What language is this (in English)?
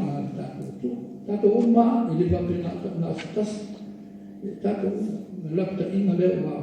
Samoan